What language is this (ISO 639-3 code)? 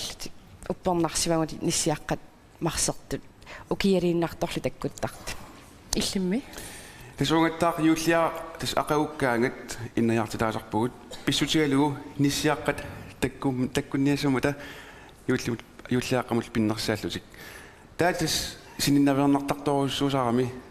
kal